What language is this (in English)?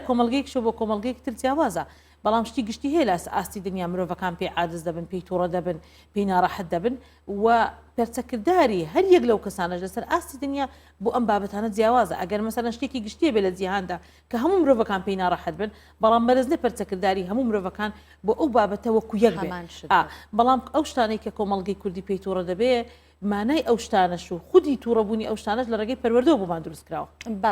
Central Kurdish